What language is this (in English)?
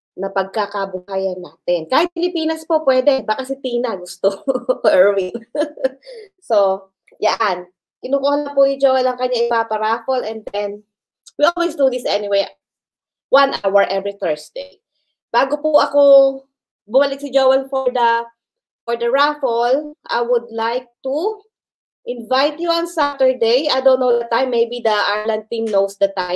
Filipino